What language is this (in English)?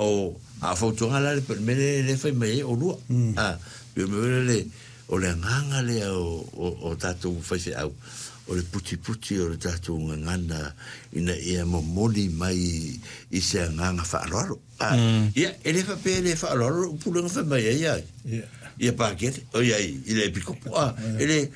Samoan